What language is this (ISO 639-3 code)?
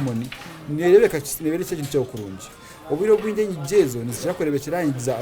nyn